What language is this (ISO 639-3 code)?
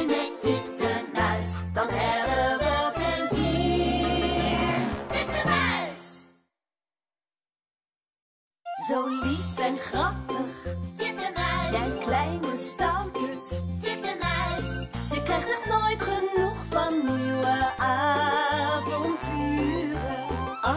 nld